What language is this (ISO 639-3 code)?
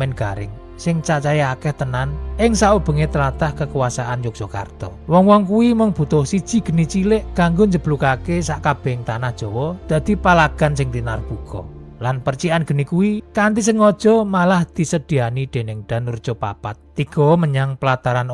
jav